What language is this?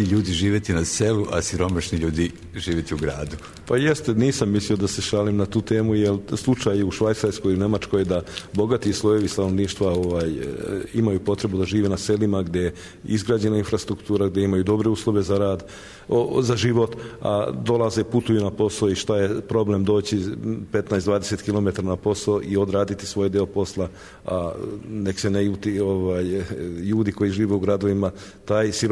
Serbian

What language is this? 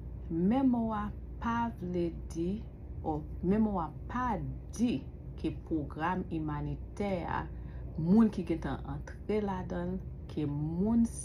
Haitian Creole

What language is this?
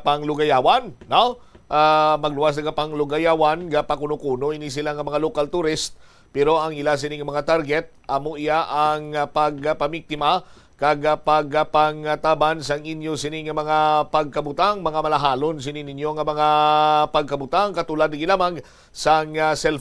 Hiligaynon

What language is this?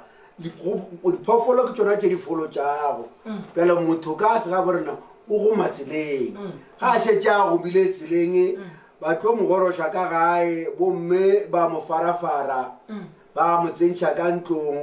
Northern Sotho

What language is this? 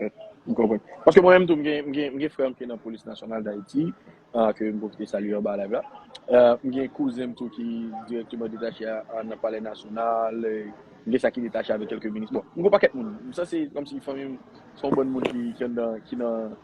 Haitian Creole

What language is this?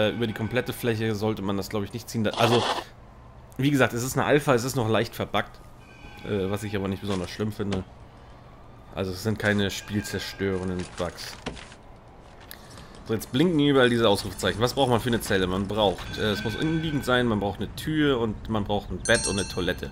German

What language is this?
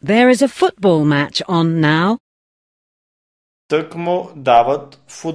Bulgarian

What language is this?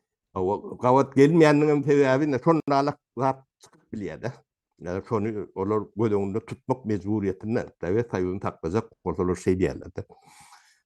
Turkmen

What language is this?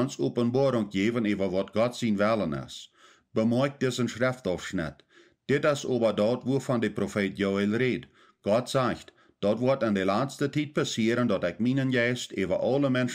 Plautdietsch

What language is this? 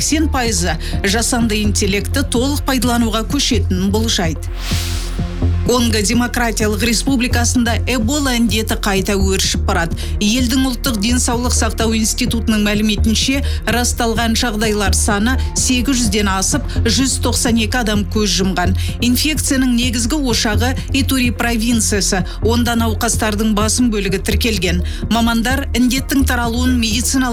Kazakh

